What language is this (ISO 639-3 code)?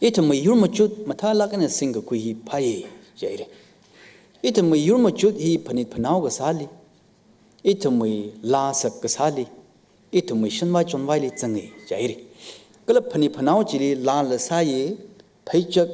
nmf